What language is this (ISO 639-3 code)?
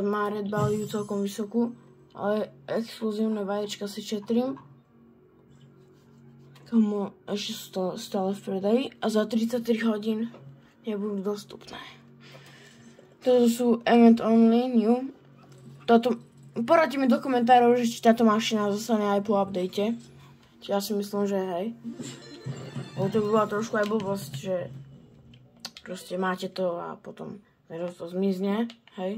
slk